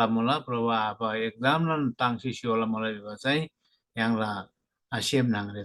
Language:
Eastern Tamang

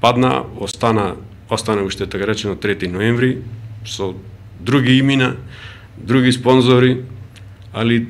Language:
Macedonian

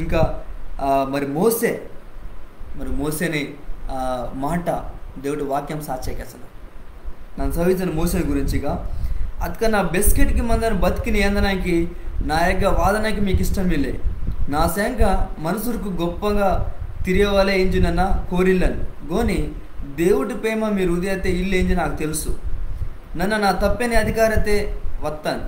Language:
Koya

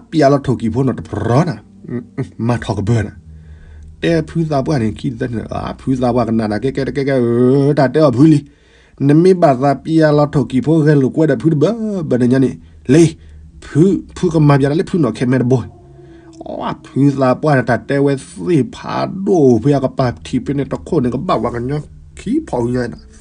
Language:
S'gaw Karen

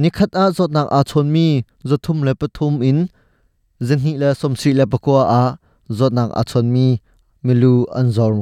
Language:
Hakha Chin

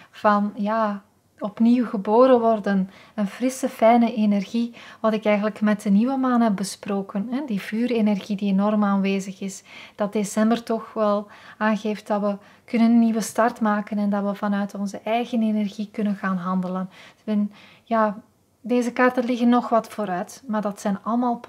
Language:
Dutch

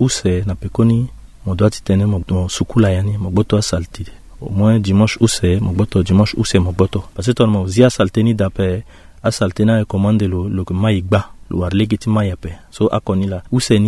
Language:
Sango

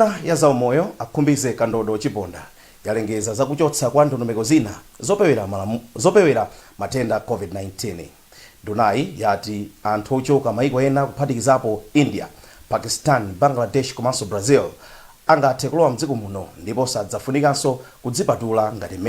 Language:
Nyanja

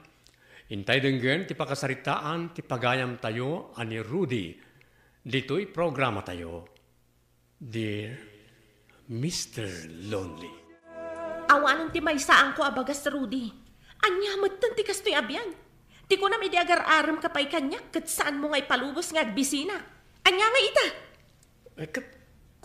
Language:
Iloko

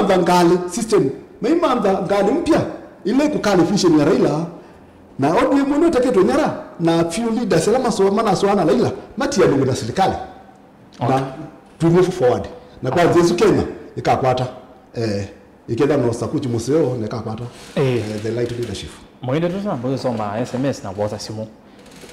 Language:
Kamba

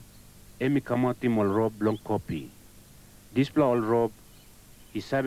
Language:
Tok Pisin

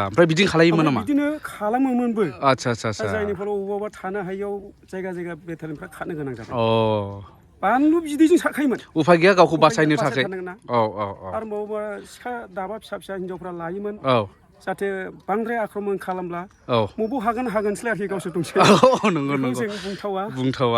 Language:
Bodo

